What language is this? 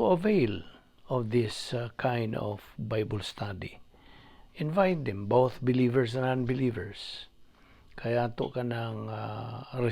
Cebuano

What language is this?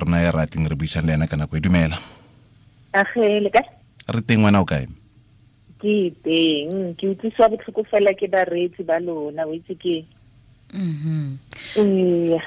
Tswana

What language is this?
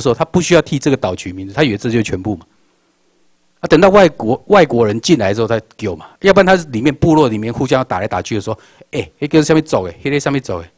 Chinese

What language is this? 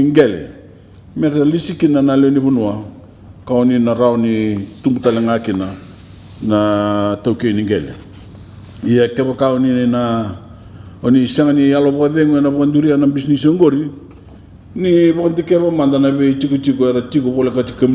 Fijian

